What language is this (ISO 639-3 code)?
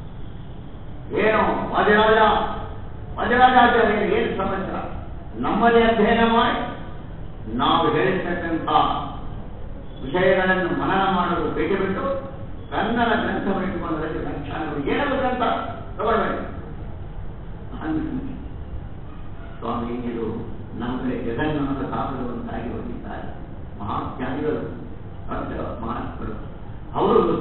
kan